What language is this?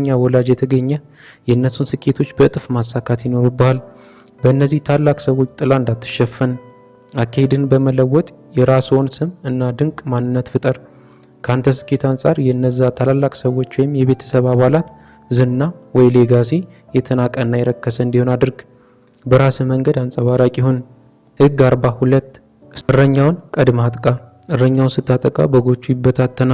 Amharic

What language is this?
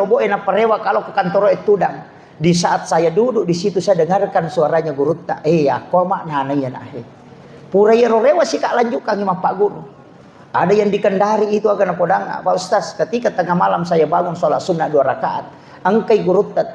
Buginese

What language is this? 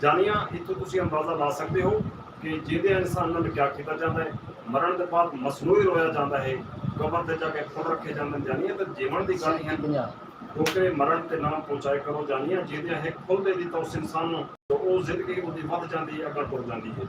Saraiki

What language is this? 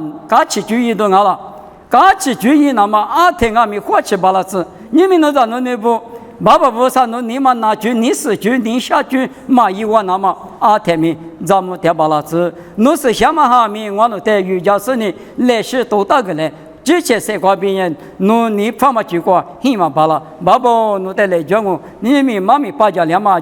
Lisu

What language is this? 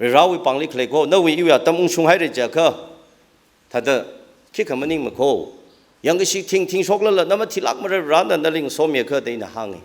Tangkhul Naga (India)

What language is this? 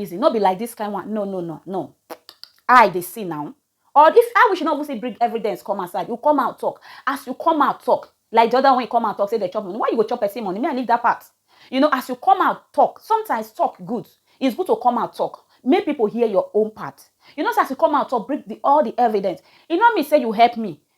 Nigerian Pidgin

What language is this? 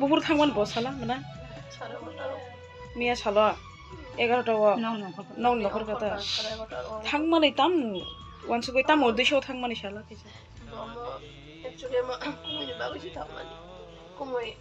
Kok Borok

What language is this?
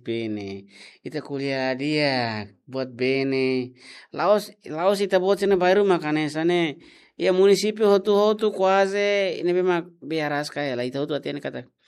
Tetum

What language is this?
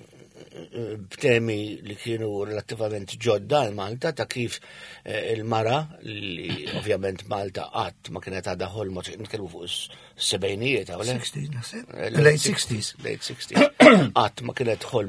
Maltese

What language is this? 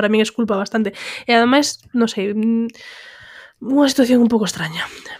Galician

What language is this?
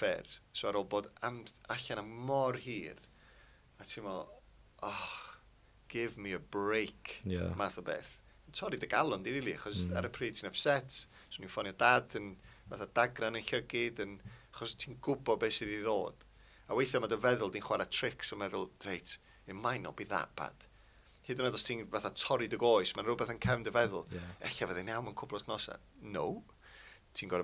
Welsh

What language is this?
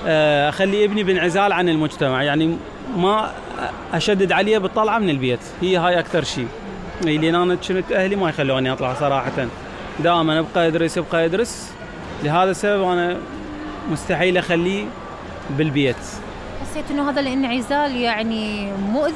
Mesopotamian Arabic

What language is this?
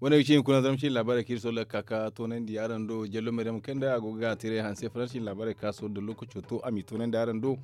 Zarma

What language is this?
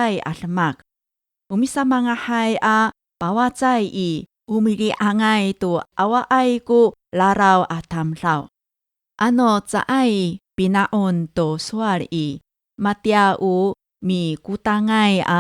Amis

